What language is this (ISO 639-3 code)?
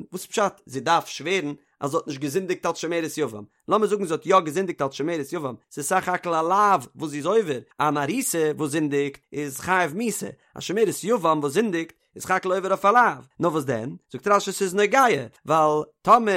yid